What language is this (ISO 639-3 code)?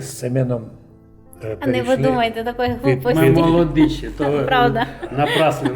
rue